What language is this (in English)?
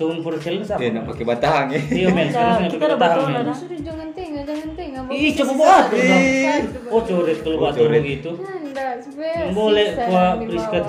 Manado Malay